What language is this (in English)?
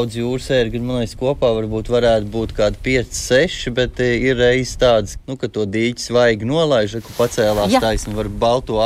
Latvian